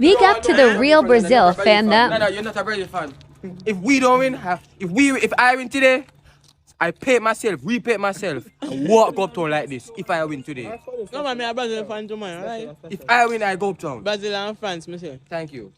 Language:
Jamaican Creole English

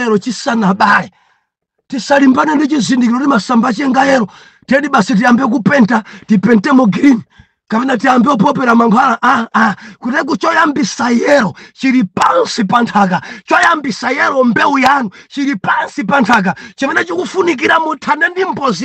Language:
Nyanja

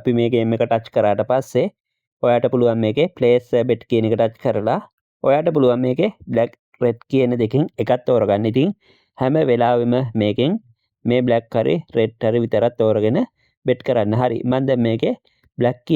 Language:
Sinhala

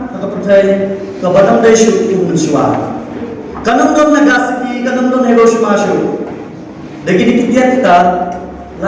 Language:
Khasi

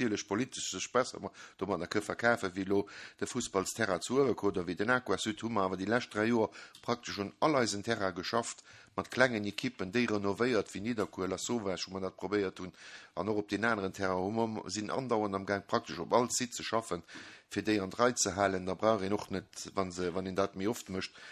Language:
Luxembourgish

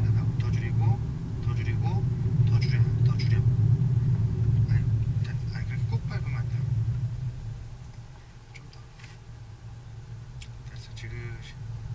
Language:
Korean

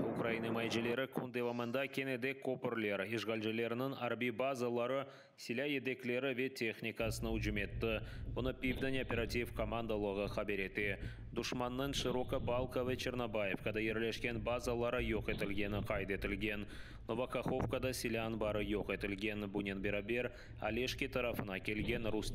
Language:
Crimean Tatar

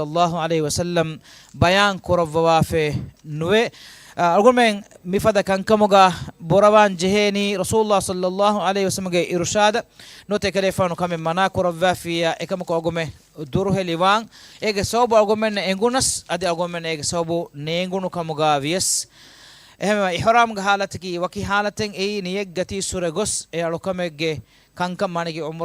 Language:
Divehi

